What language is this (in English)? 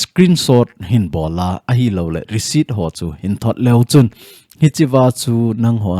Thado Chin